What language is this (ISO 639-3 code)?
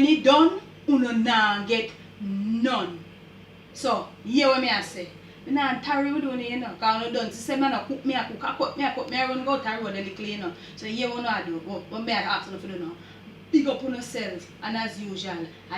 jam